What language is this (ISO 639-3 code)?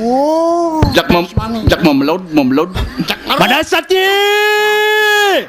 ban